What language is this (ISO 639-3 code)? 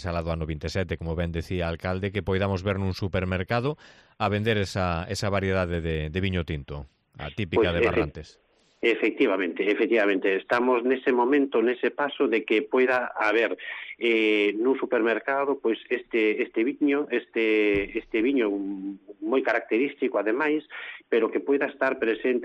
glg